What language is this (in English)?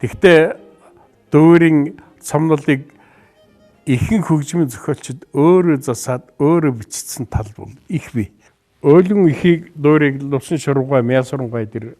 Mongolian